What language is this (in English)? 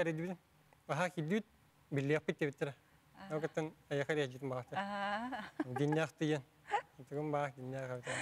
Yakut